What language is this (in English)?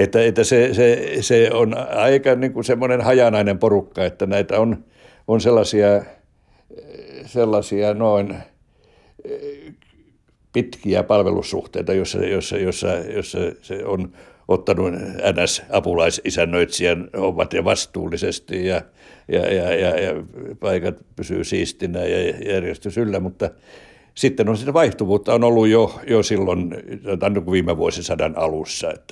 Finnish